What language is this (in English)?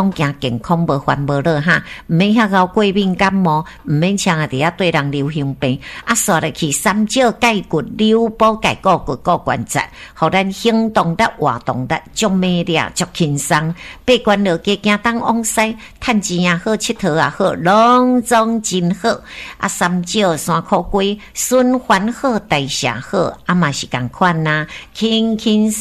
Min Nan Chinese